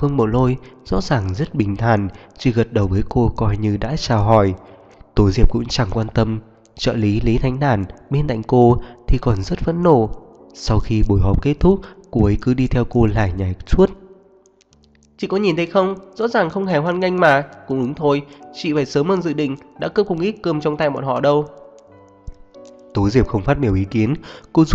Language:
Vietnamese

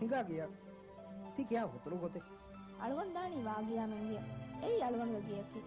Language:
Divehi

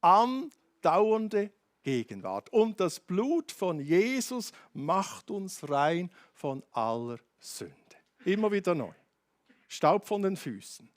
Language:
Swiss German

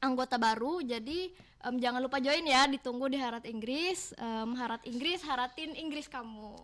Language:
Banjar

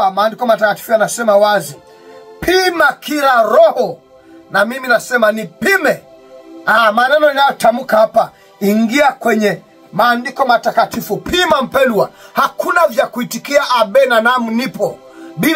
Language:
Swahili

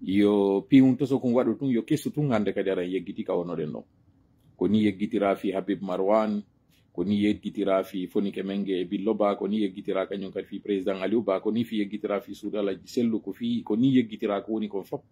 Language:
Pular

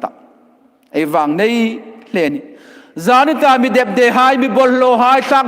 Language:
Hmar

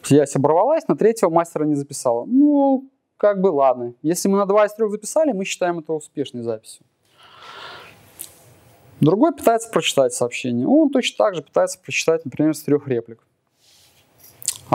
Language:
Russian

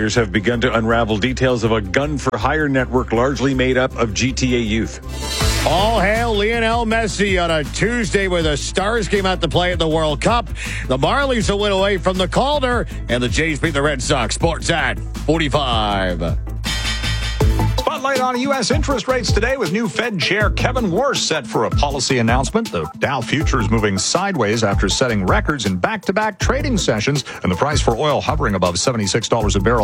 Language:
English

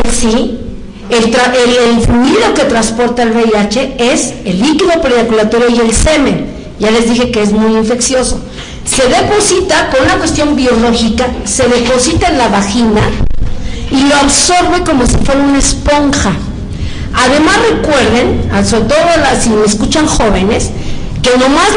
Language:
Spanish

